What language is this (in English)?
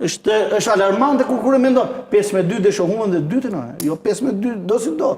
Albanian